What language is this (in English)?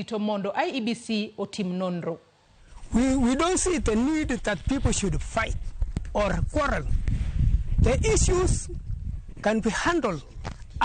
Luo (Kenya and Tanzania)